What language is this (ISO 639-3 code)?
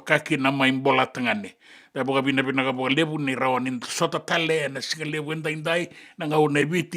fij